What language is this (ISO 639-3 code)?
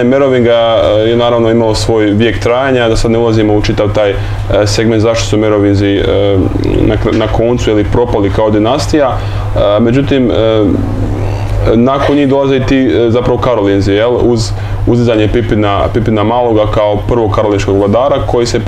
hrv